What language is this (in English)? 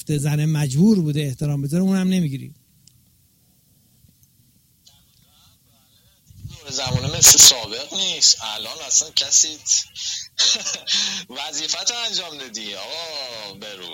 Persian